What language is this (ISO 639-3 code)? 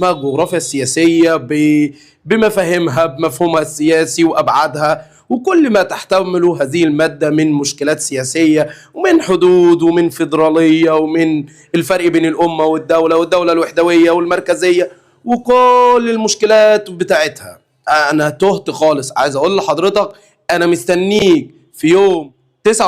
arz